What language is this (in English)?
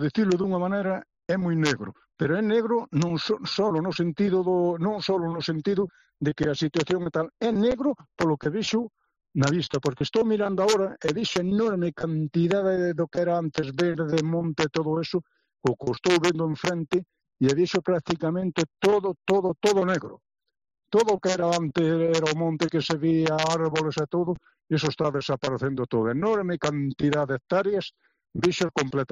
Galician